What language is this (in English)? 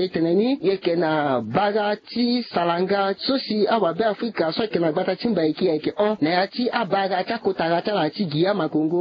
Sango